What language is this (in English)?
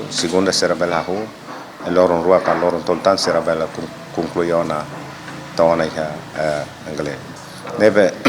Tetum